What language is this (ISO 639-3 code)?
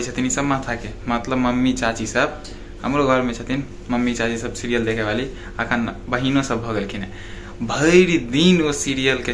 mai